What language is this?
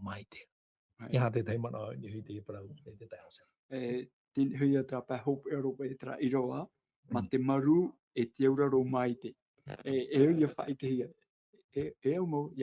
Tahitian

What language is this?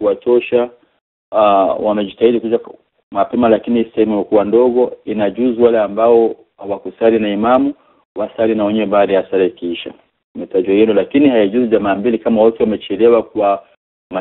Swahili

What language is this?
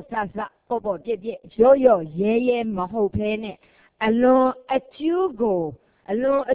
Burmese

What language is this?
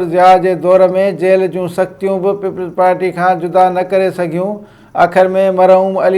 Sindhi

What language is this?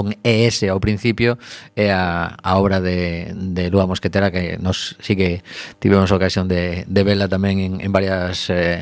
Galician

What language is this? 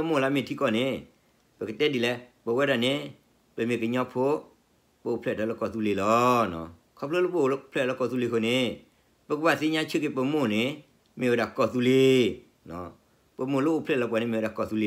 S'gaw Karen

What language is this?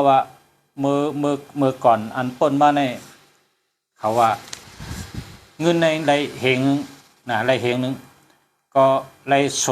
Shan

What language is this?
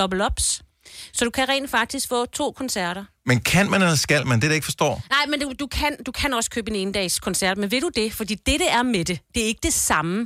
Danish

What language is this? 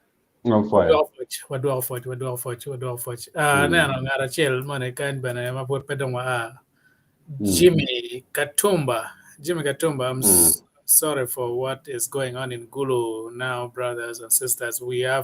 Acoli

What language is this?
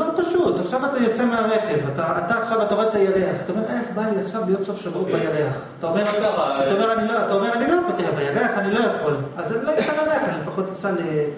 Hebrew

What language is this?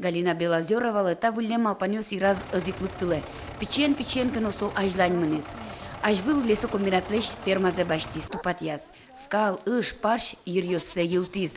Udmurt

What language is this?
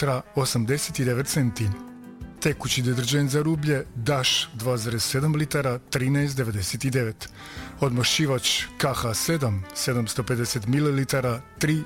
Croatian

